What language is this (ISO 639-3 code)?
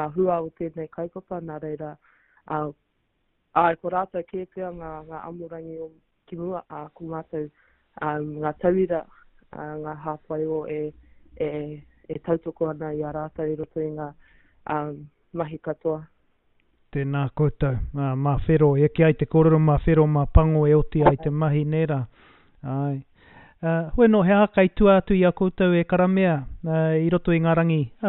mri